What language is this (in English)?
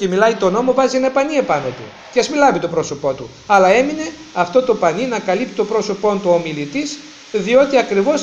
Greek